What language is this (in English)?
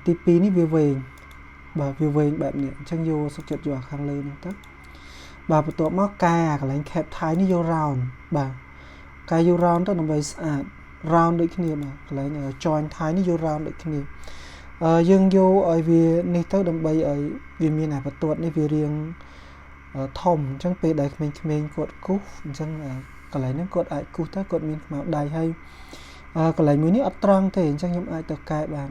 Khmer